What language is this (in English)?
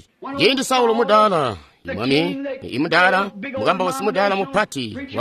Tonga (Zambia)